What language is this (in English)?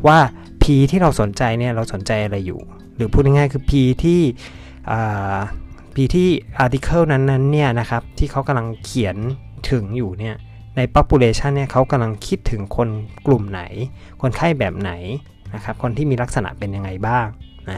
Thai